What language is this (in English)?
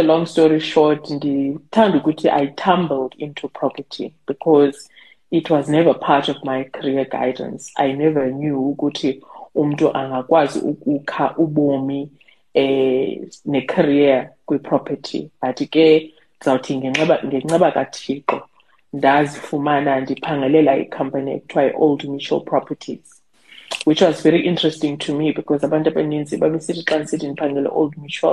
Xhosa